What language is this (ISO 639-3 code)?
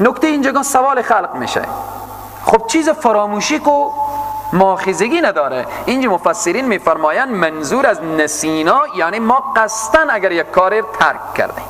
fas